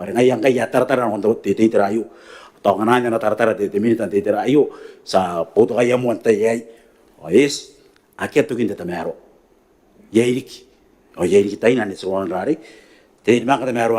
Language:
Gilbertese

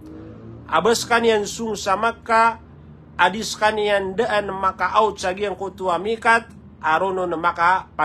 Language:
Maranao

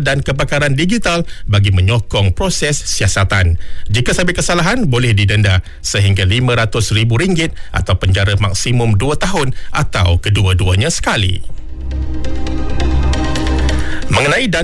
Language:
Malay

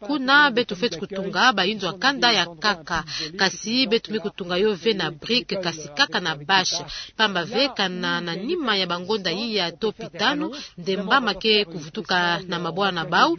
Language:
Kituba (Democratic Republic of Congo)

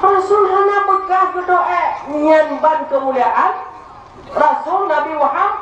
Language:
Achinese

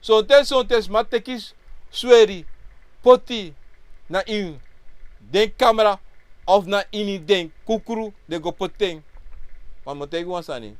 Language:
Sranan Tongo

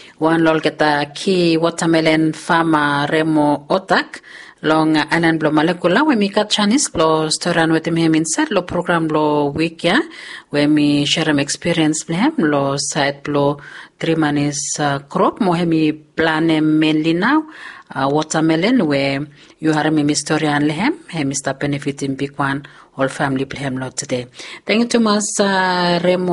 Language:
Bislama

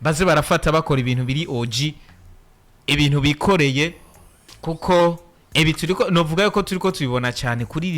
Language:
Rundi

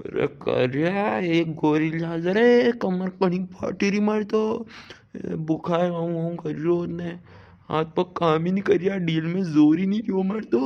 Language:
Rajasthani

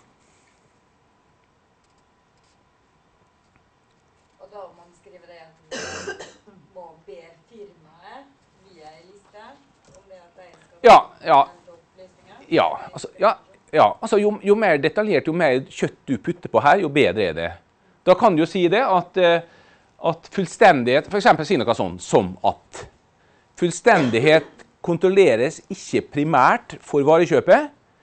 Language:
Norwegian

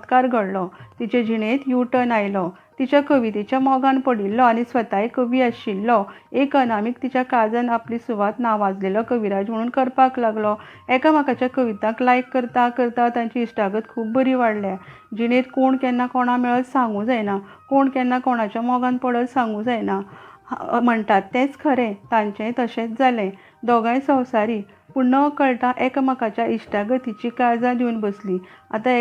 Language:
Konkani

